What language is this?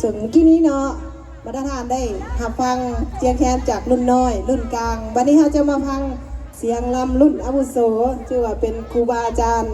Lao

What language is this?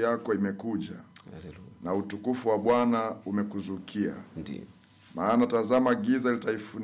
Swahili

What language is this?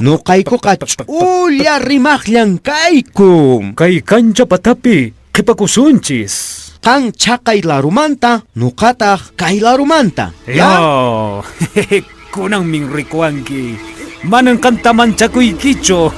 Quechua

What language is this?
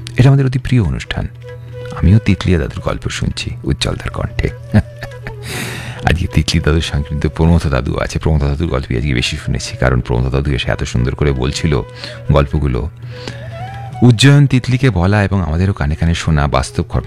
Bangla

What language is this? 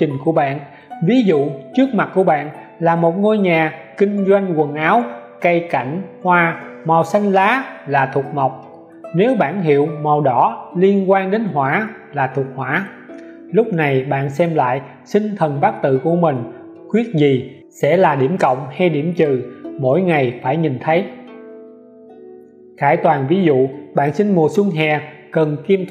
Vietnamese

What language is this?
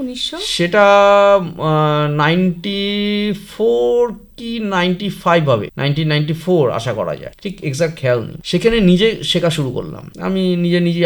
Bangla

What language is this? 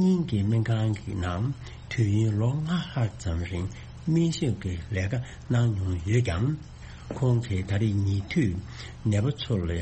Tibetan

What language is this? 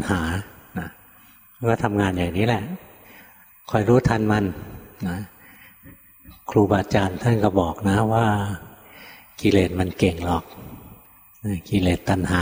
Thai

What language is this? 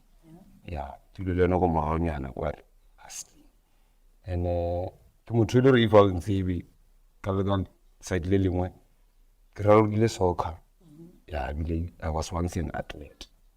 Northern Sotho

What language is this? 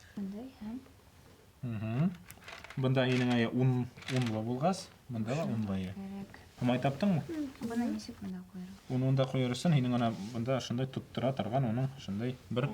Bashkir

